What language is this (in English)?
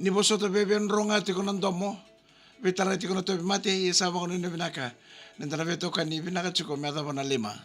Fijian